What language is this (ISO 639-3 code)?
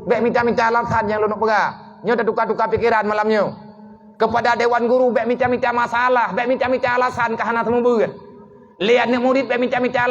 ace